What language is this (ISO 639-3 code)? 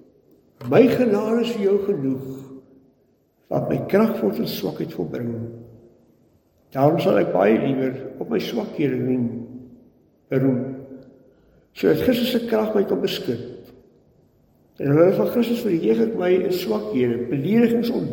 afr